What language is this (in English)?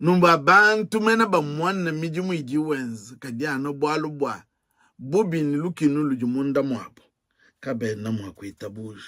Luba-Lulua